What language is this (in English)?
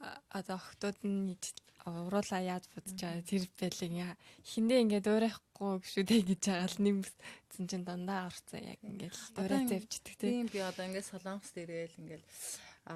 Mongolian